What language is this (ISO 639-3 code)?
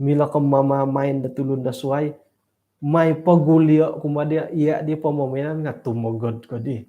dtp